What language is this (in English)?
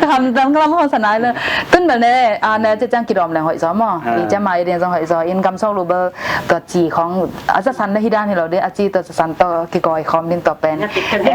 Tedim Chin